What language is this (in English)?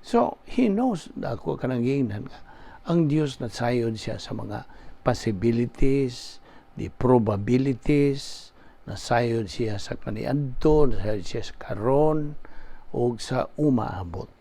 Cebuano